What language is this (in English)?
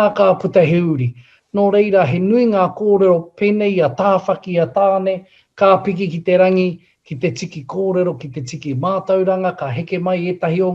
Māori